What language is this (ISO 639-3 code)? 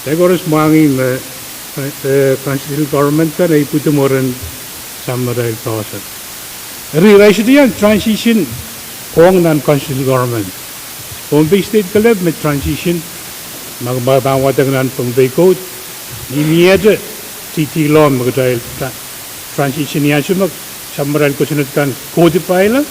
pon